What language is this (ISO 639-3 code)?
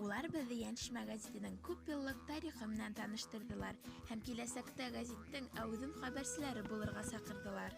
bak